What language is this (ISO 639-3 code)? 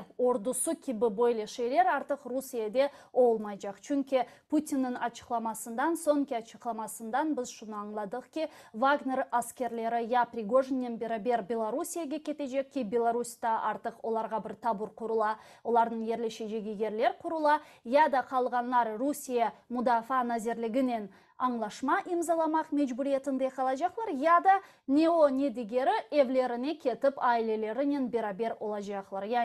crh